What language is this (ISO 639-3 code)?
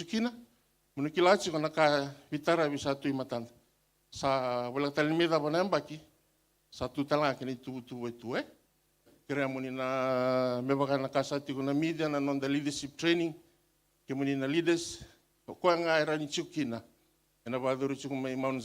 fij